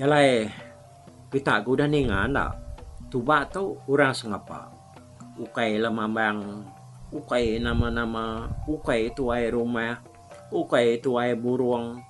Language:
Iban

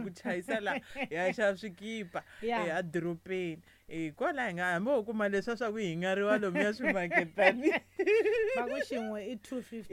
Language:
Tsonga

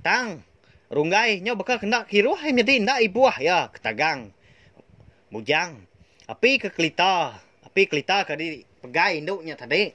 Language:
Iban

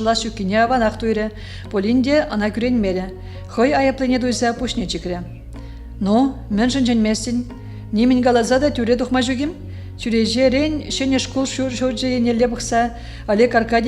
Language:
Chuvash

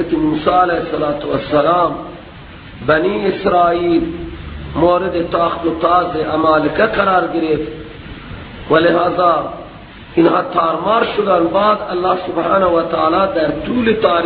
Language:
Persian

